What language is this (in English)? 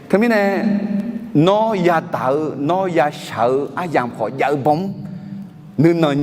Akha